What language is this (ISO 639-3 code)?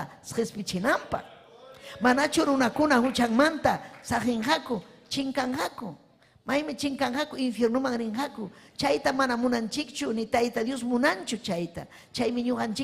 quy